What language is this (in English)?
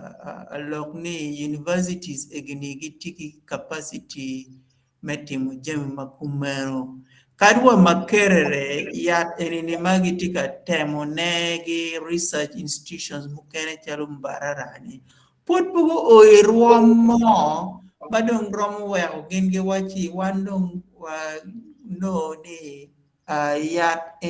Acoli